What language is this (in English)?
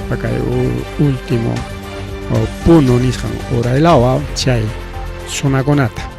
Ayacucho Quechua